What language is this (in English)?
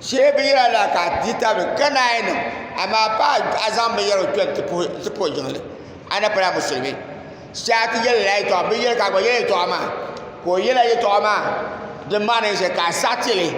Dagbani